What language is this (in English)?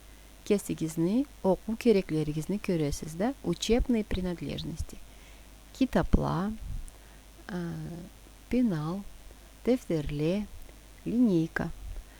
Karachay-Balkar